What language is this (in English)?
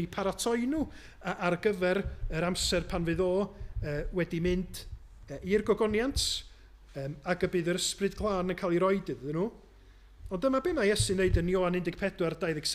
Welsh